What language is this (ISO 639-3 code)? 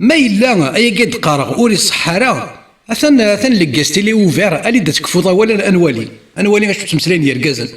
kab